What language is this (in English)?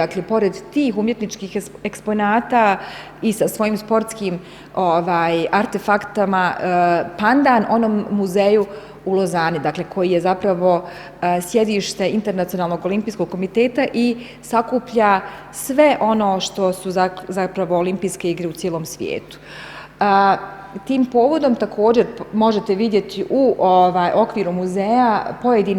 Bosnian